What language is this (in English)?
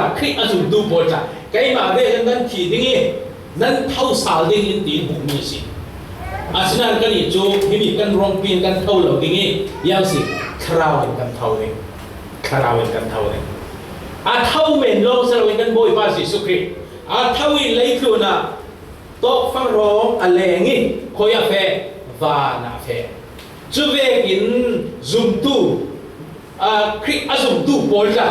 Falam Chin